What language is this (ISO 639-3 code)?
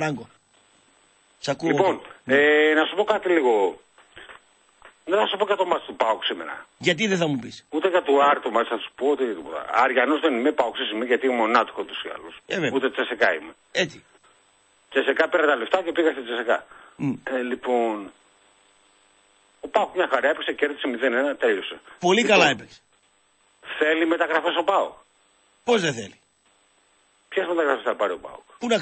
ell